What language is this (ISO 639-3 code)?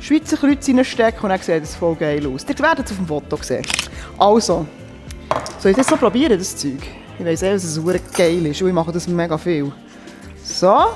gsw